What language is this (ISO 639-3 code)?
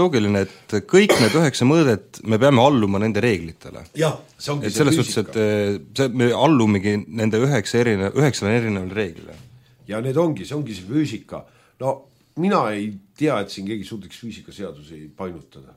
est